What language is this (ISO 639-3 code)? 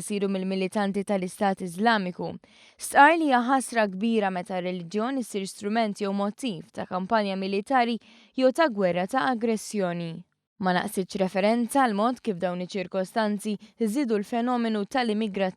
mlt